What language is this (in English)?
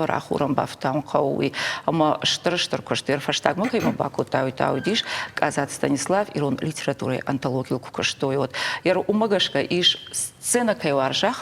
Ossetic